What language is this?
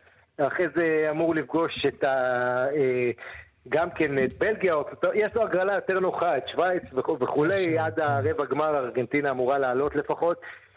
Hebrew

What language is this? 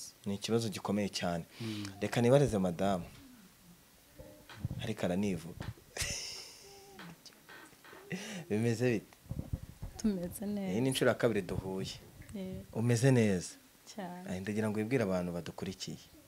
Kinyarwanda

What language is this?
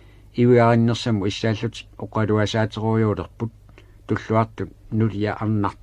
Kalaallisut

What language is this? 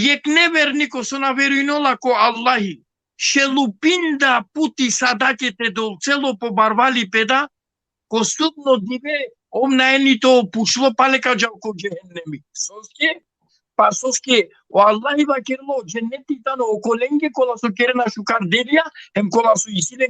Balkan Romani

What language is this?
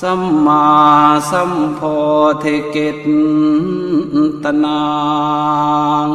Pali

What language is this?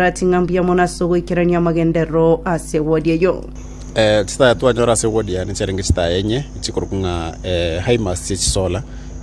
Gusii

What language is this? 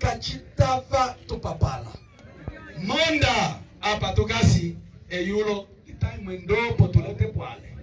Umbundu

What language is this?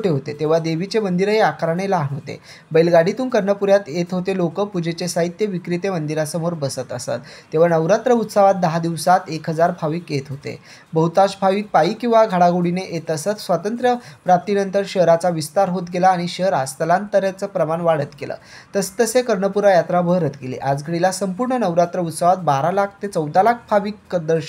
Marathi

